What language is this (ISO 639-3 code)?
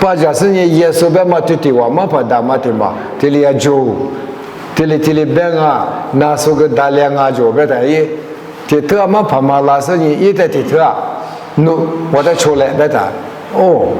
lis